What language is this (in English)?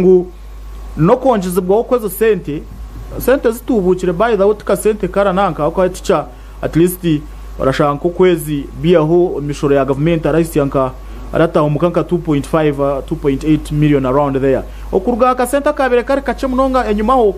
Nyankole